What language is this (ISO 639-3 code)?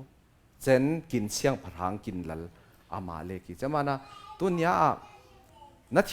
cfm